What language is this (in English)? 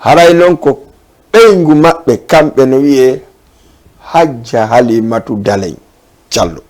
Fula